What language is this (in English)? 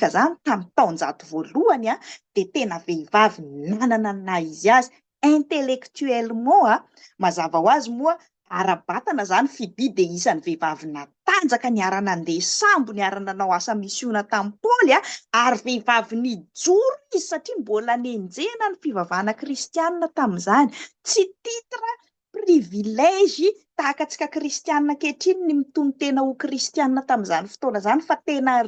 Malagasy